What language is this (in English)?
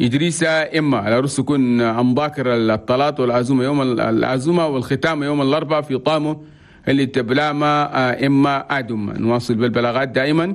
Chadian Arabic